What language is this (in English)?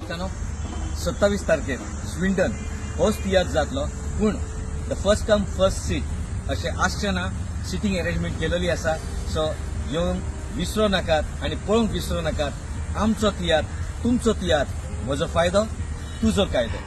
Konkani